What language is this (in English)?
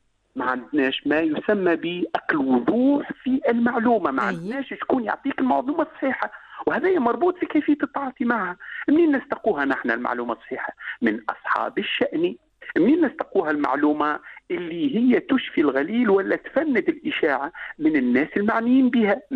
Tunisian Arabic